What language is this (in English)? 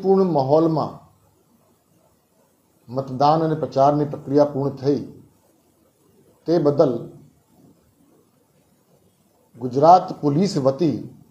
Gujarati